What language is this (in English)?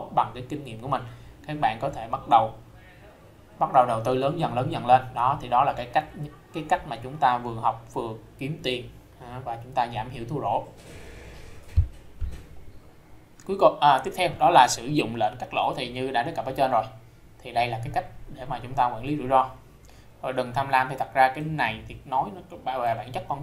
Vietnamese